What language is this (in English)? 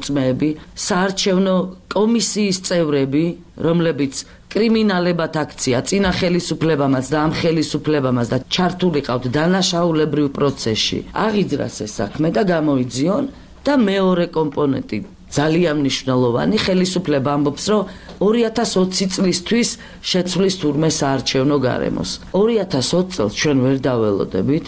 Georgian